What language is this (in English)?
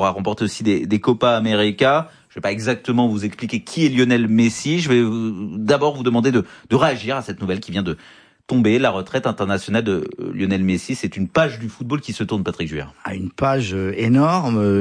French